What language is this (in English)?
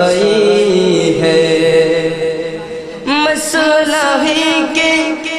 Bangla